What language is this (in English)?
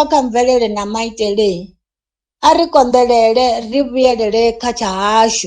Venda